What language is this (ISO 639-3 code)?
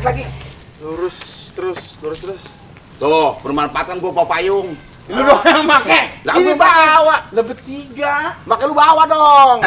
bew